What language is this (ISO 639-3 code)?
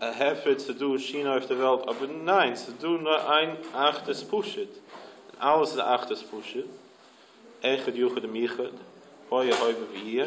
yid